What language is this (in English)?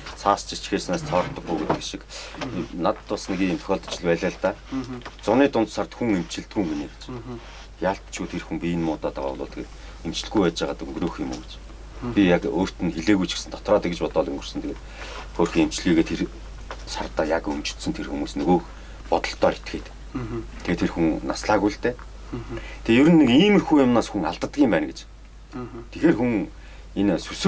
Mongolian